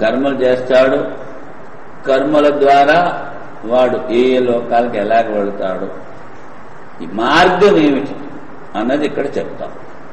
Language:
Telugu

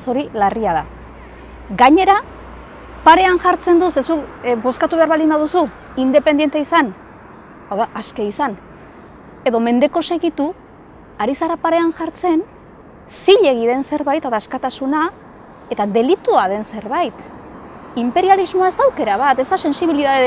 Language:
Basque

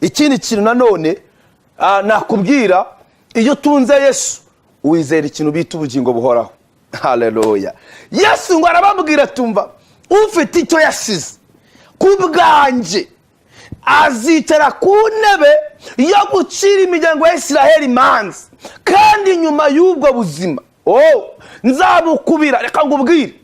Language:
Kinyarwanda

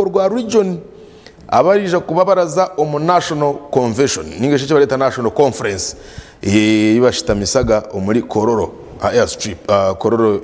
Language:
Nyankole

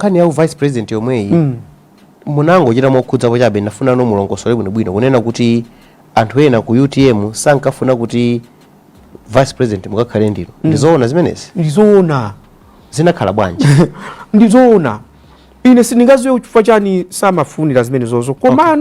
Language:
Nyanja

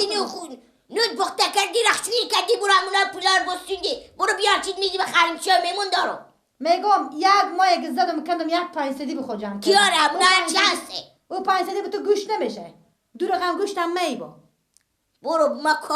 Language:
Persian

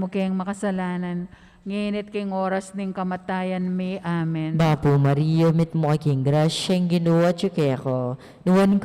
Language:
Pampanga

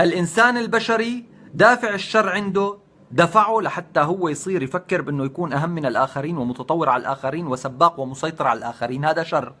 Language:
North Levantine Arabic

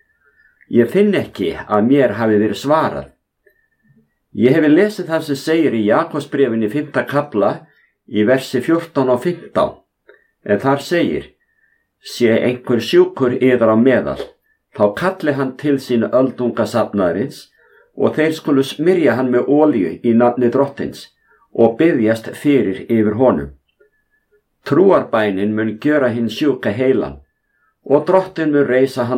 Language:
Icelandic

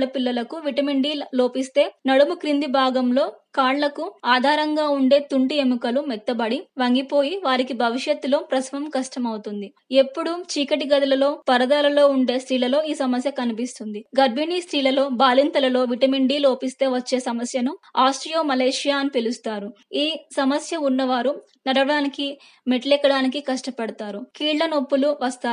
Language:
Telugu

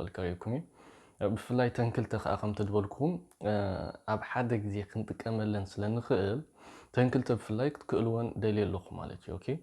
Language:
Tigrinya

